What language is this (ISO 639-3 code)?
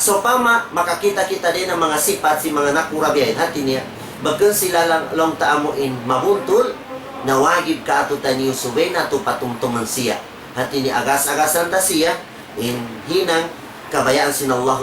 tsg